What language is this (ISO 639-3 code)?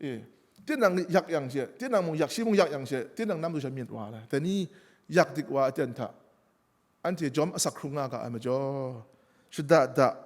kac